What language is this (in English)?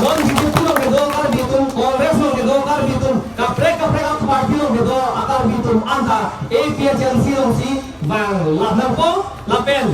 Karbi